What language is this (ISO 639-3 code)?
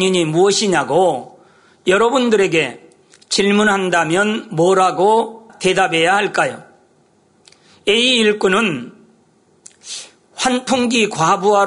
kor